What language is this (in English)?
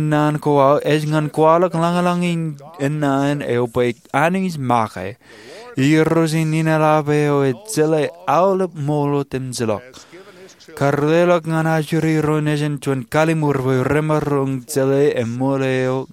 Marshallese